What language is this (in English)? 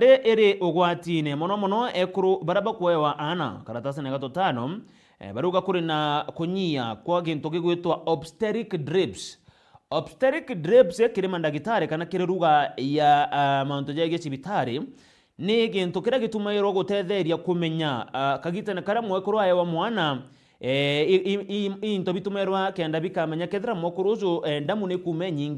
Meru